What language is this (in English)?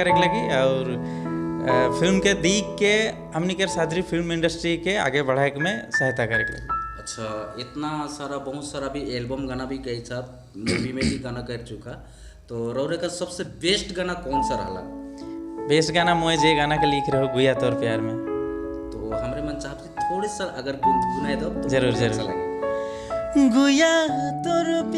Sadri